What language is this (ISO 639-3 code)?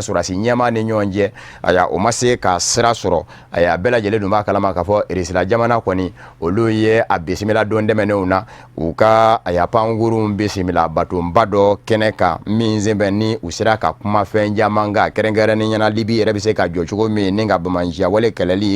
bam